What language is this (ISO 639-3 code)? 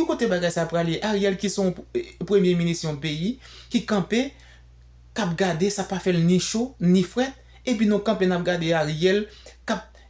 hat